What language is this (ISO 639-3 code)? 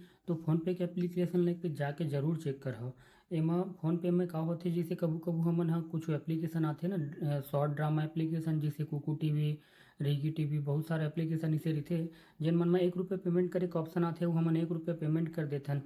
hne